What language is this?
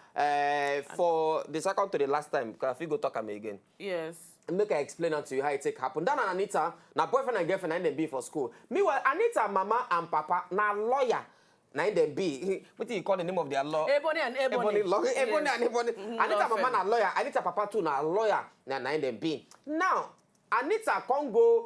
Nigerian Pidgin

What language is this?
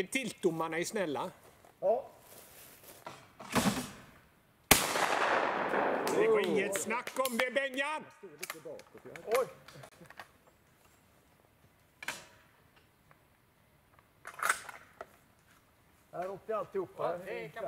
Swedish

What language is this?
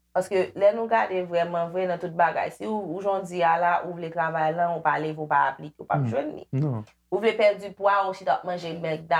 Haitian Creole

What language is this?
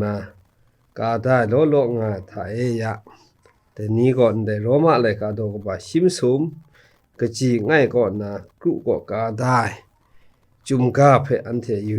Kachin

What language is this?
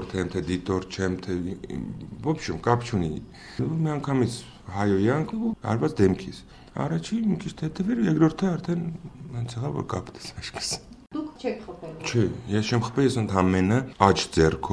Armenian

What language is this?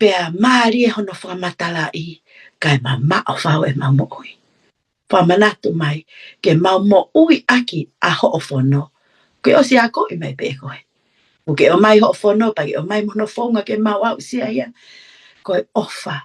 Tongan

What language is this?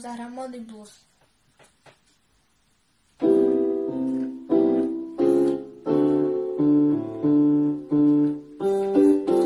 Slovak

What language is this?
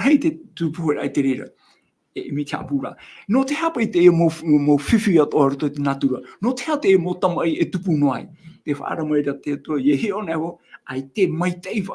Tahitian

